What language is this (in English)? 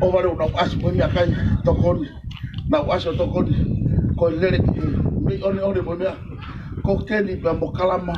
Tongan